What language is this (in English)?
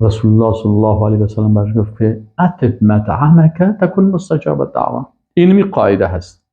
Persian